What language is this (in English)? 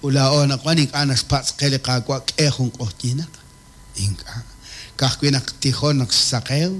Kekchí